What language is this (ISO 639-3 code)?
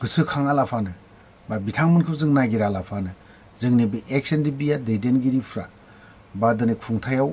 brx